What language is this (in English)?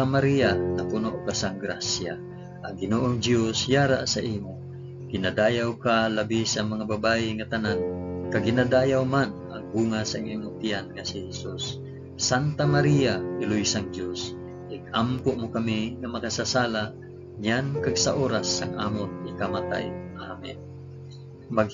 Hiligaynon